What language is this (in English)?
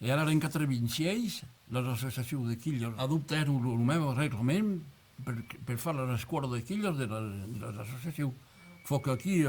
Occitan